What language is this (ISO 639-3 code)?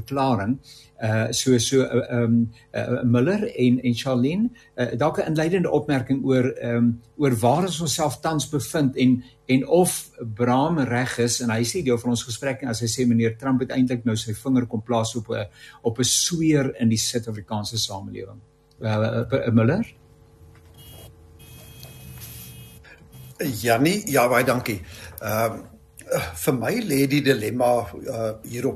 afr